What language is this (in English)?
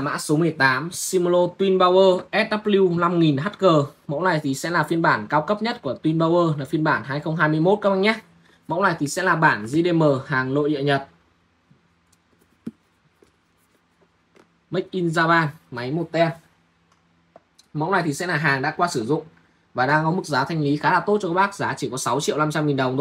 Vietnamese